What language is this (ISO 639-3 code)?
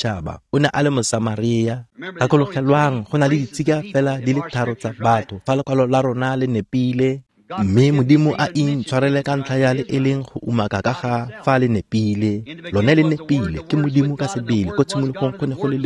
tsn